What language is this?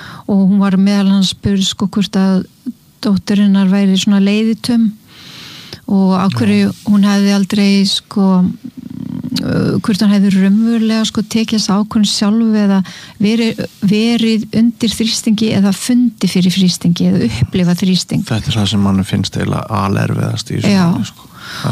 Icelandic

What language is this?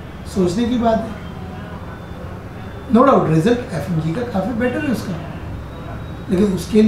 Hindi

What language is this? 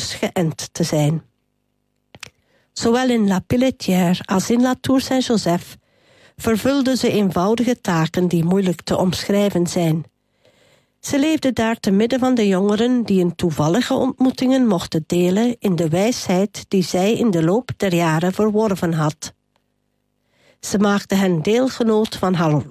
Dutch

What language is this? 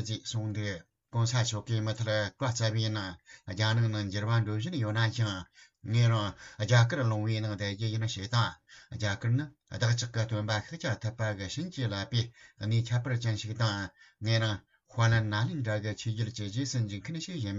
Tibetan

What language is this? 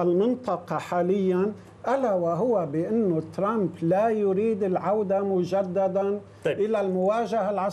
Arabic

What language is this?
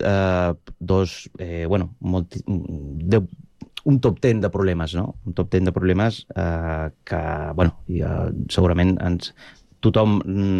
Catalan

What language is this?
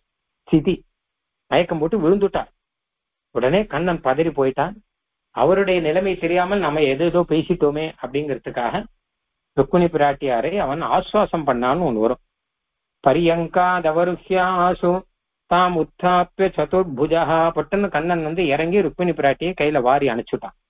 Tamil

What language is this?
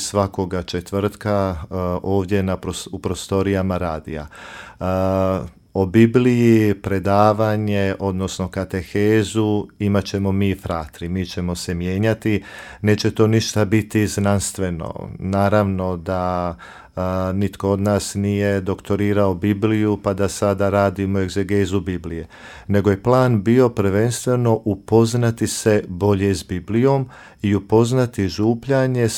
Croatian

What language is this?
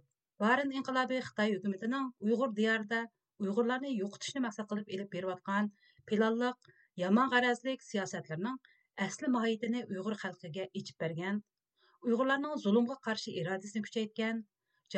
Uyghur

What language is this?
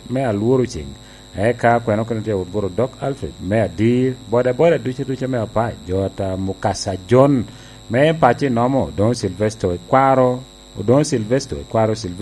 Lango (Uganda)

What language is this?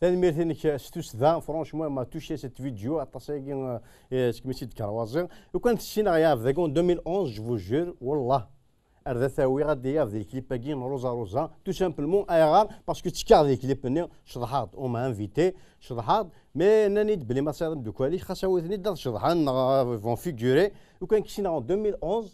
Kabyle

